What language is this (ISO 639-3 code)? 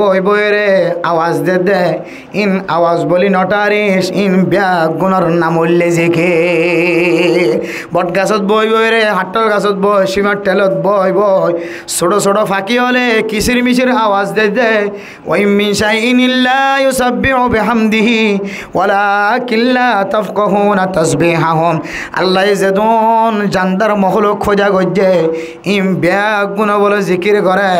rhg